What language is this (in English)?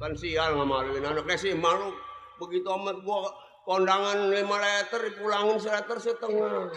Betawi